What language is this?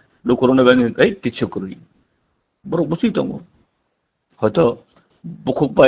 Kok Borok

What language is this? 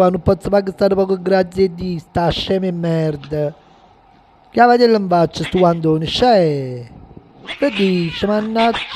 Neapolitan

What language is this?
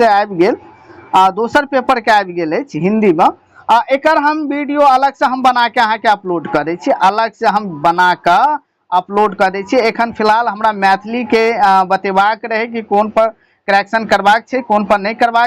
Maithili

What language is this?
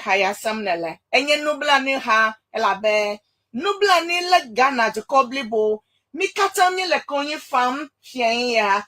Ewe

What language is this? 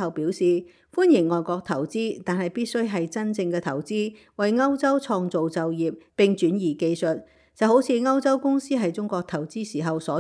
Cantonese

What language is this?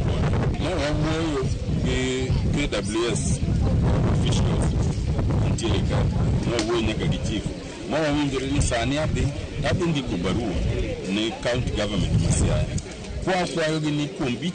Luo (Kenya and Tanzania)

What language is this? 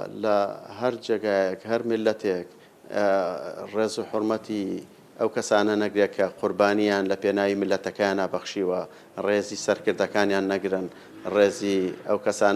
Central Kurdish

